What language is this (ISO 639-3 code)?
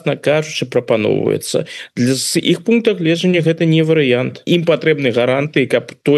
bel